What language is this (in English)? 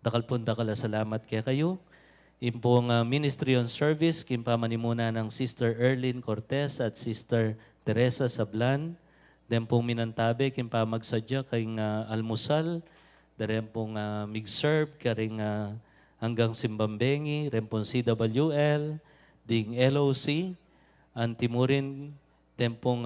Pampanga